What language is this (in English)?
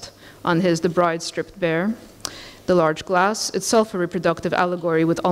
English